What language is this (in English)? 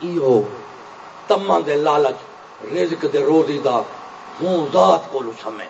Saraiki